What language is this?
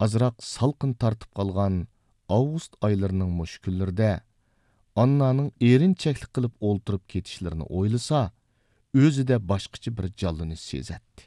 Uyghur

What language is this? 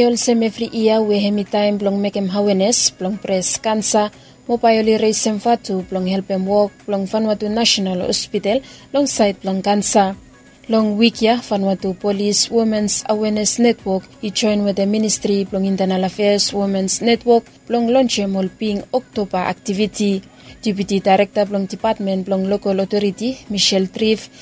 Bislama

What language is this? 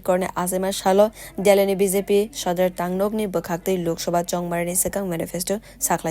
Kok Borok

